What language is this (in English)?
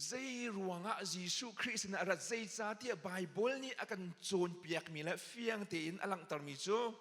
Hakha Chin